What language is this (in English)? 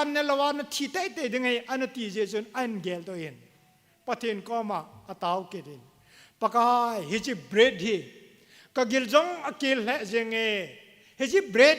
Thado Chin